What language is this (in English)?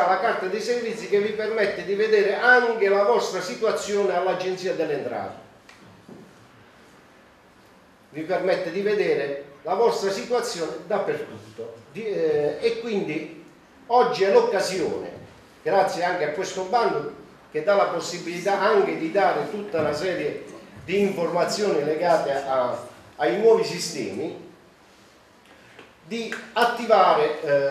Italian